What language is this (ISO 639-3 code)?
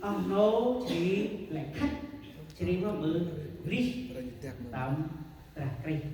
cmo